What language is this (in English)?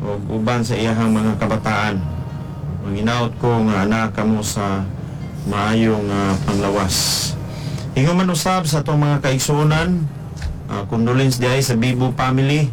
Cebuano